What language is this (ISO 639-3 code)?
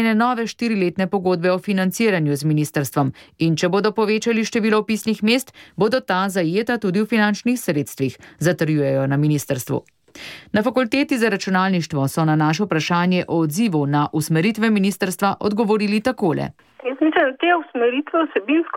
slv